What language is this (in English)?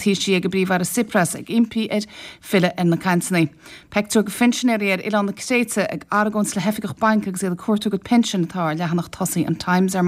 Irish